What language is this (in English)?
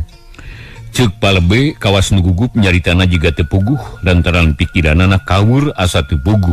Sundanese